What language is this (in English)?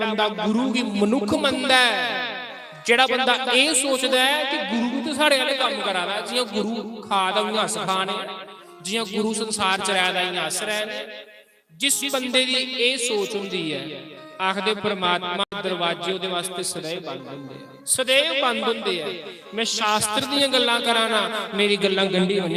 Dogri